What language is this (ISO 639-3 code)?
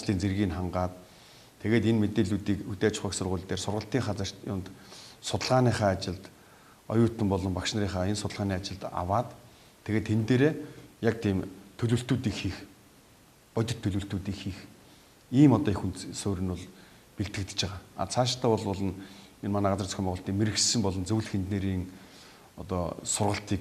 mon